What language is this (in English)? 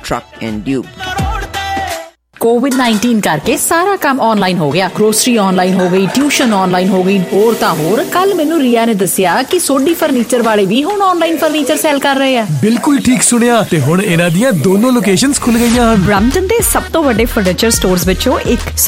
Punjabi